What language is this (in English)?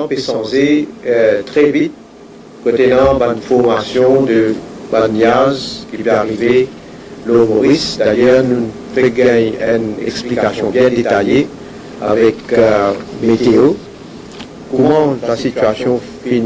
Morisyen